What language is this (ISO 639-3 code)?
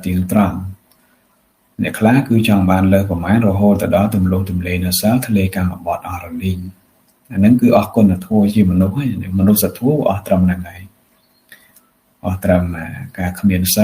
khm